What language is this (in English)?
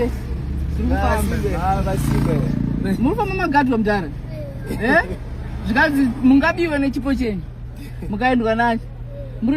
Shona